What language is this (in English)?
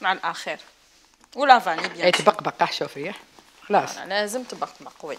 Algerian Arabic